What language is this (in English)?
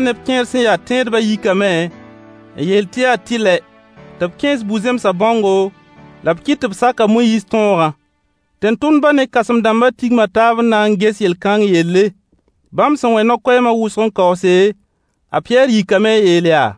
Mossi